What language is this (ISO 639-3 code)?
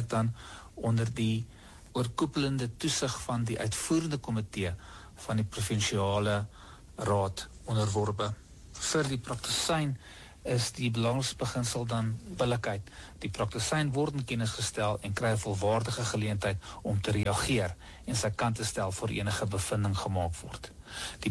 afr